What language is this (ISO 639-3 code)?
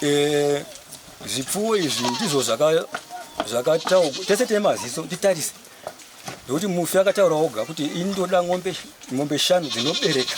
sna